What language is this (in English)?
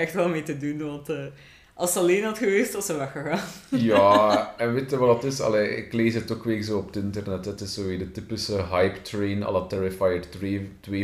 Dutch